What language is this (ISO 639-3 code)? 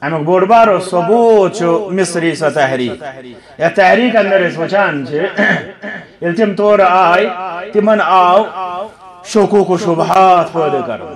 kas